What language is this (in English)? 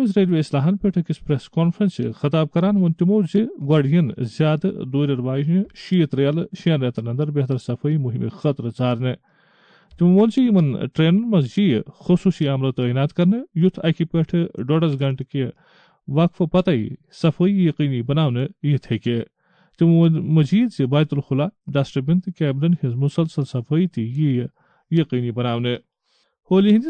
Kashmiri